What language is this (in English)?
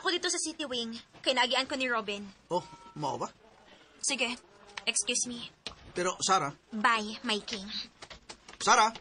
Cebuano